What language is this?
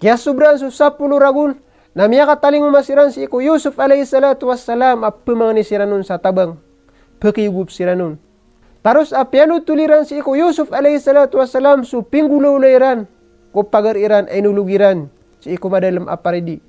Maranao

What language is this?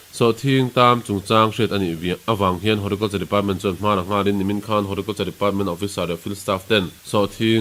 Mizo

